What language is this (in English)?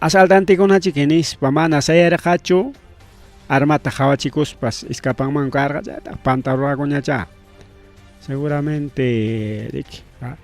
Ayacucho Quechua